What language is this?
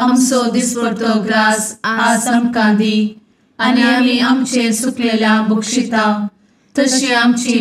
Konkani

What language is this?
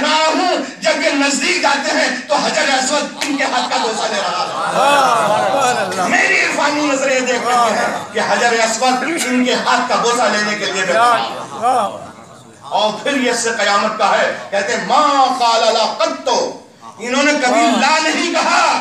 Urdu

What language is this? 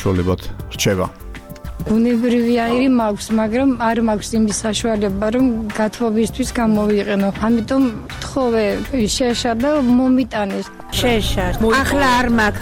Georgian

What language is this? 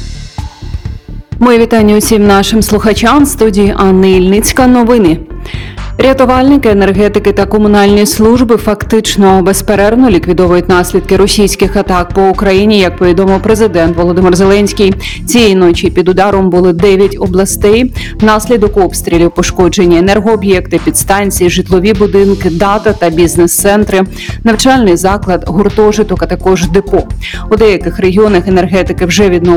Ukrainian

